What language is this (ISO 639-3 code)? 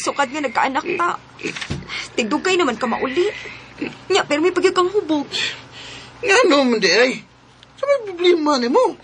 ceb